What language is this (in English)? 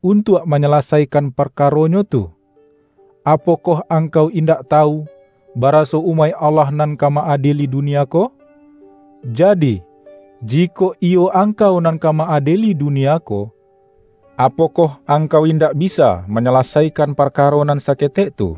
Minangkabau